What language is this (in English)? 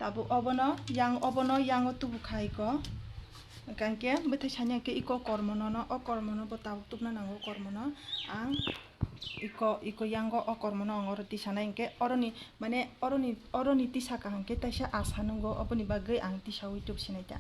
Kok Borok